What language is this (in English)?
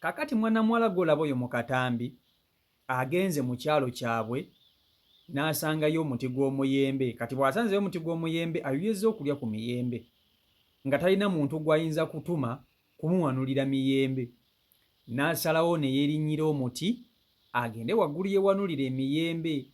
Ganda